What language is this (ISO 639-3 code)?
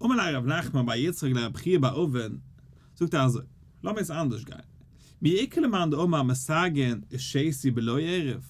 yid